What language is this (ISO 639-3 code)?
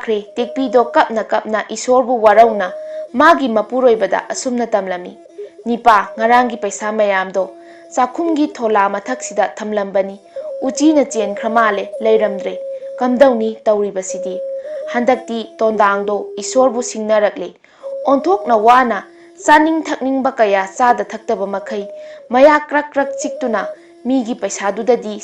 mni